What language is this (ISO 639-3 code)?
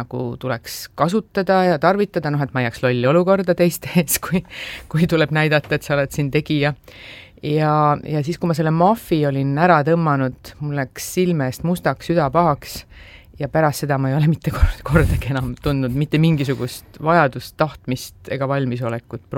est